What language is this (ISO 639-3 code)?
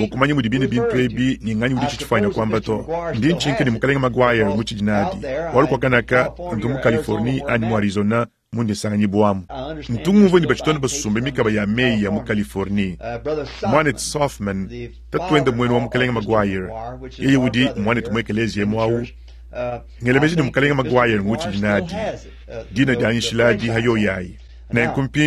lua